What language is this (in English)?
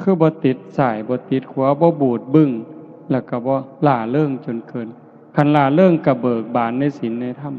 Lao